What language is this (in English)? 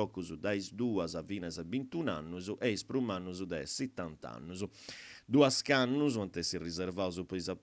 Sardinian